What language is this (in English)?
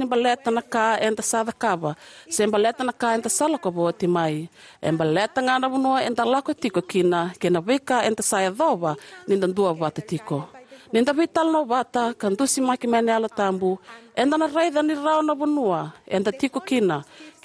Fijian